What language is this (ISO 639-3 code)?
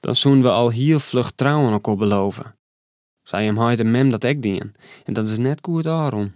fry